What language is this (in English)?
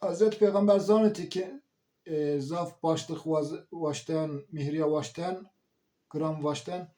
Zaza